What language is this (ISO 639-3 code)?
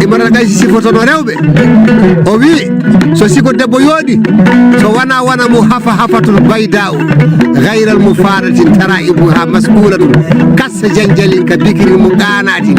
ful